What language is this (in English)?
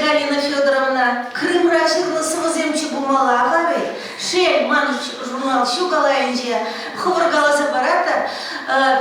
Chuvash